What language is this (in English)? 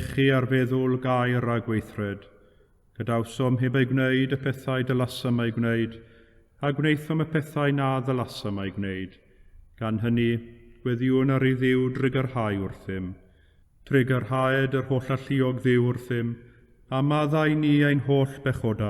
Welsh